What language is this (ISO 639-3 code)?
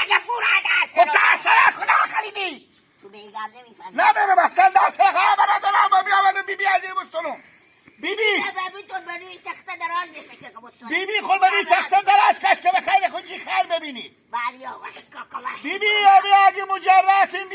haz